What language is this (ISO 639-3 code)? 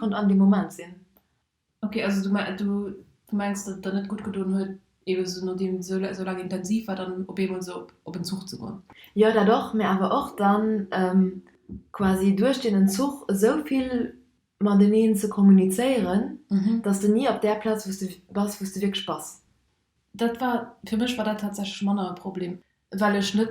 ltz